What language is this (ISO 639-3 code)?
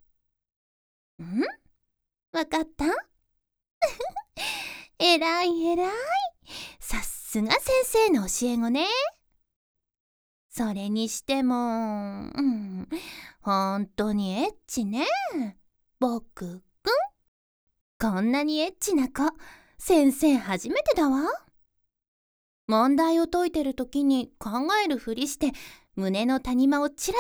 jpn